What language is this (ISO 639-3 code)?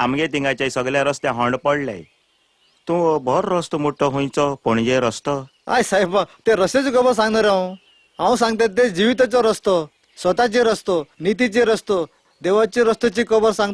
kok